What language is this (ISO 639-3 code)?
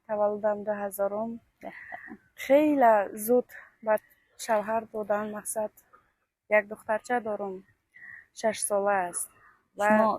tgk